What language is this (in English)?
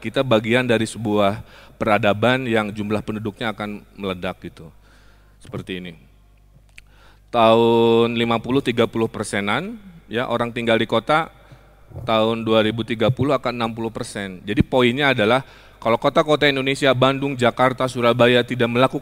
Indonesian